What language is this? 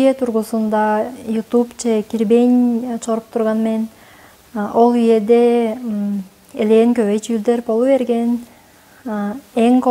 Tuvinian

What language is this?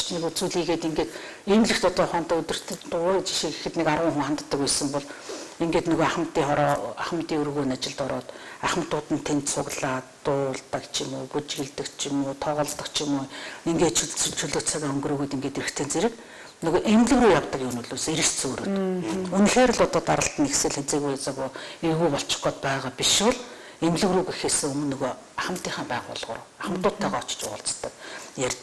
Mongolian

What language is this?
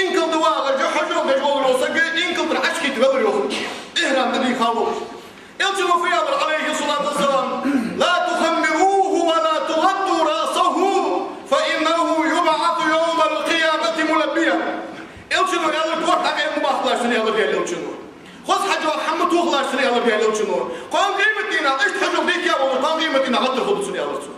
Ingush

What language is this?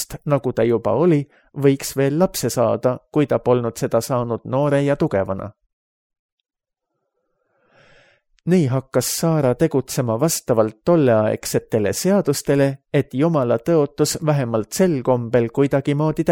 Estonian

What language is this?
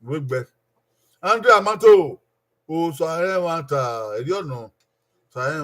Bini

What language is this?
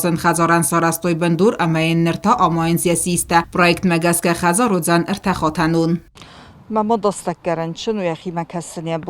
Ossetic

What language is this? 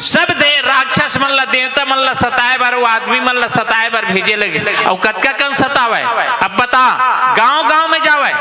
Chhattisgarhi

